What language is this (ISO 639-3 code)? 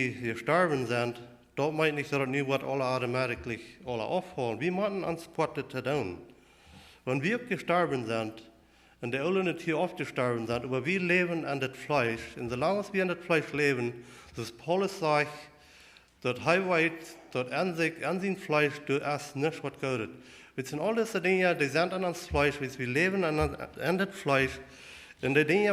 pdt